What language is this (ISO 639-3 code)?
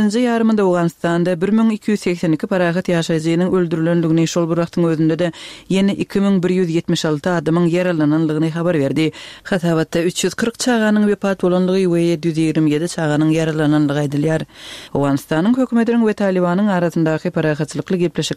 tuk